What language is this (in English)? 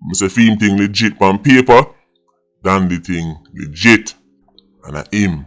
Jamaican Creole English